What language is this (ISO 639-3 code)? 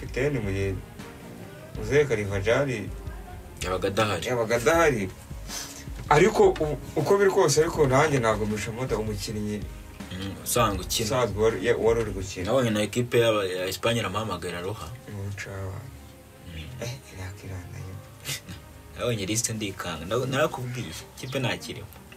kin